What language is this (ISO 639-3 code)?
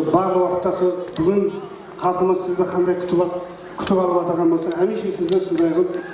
kaa